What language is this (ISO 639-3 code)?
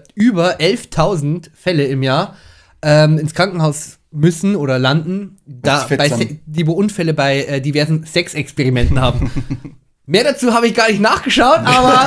bar